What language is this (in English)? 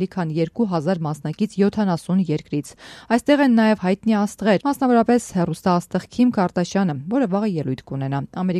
Armenian